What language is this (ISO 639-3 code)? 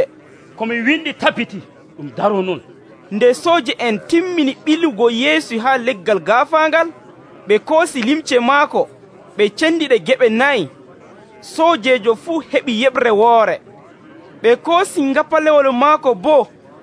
fuv